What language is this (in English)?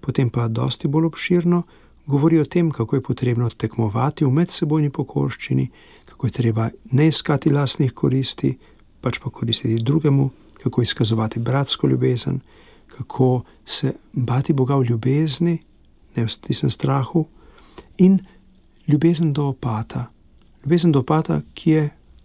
Slovenian